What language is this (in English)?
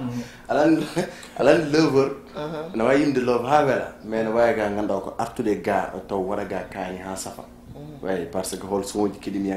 Fula